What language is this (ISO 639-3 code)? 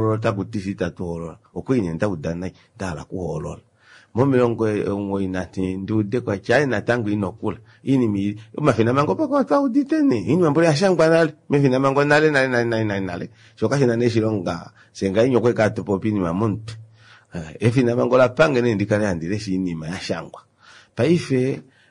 kua